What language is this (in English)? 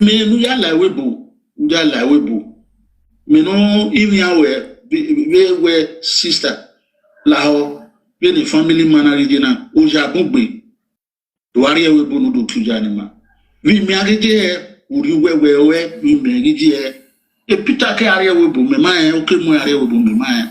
Nigerian Pidgin